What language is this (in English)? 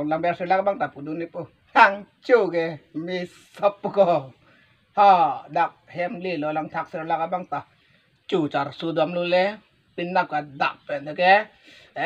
Karbi